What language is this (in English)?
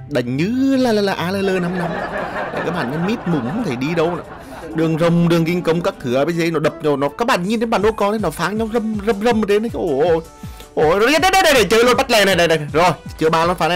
Vietnamese